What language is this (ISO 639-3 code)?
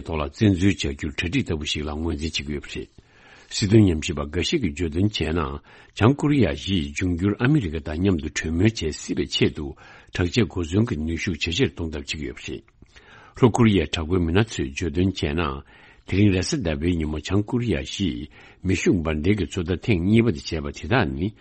bod